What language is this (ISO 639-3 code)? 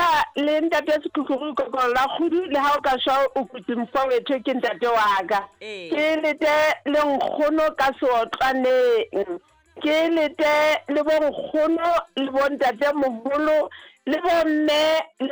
sot